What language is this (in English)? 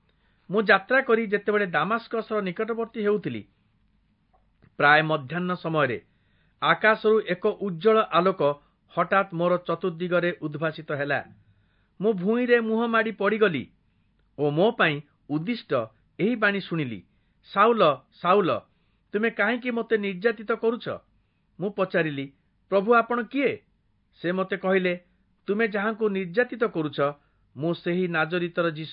Odia